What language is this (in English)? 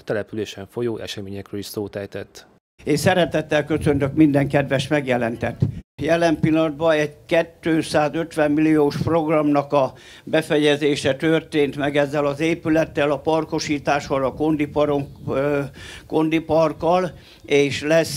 Hungarian